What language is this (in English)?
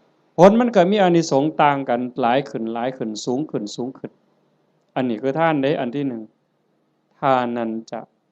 Northeastern Thai